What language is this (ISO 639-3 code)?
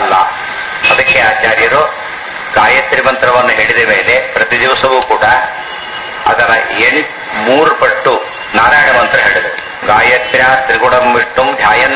kan